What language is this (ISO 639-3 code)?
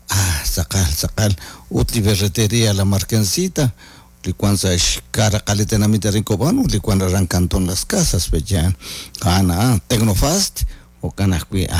kek